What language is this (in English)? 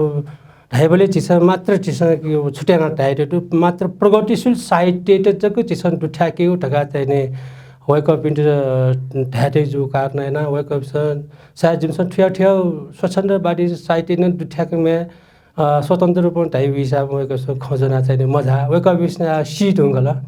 Newari